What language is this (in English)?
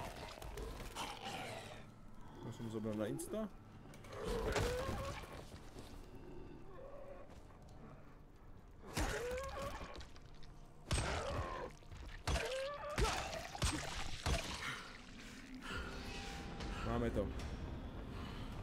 Czech